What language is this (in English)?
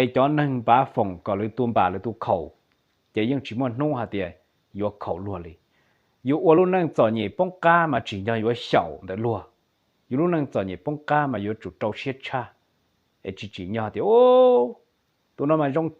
Hmong